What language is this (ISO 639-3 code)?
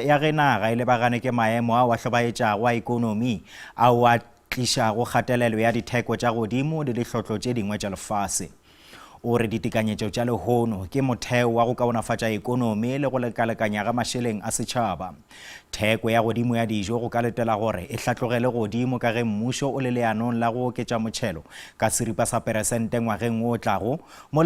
nso